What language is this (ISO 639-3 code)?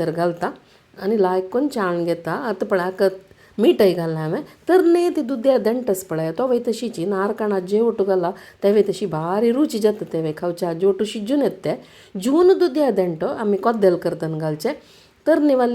kok